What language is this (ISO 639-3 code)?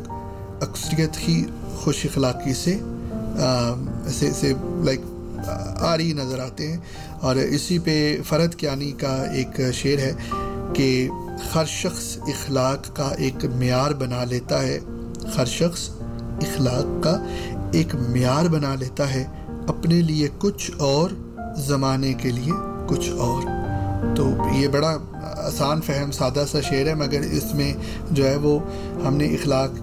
urd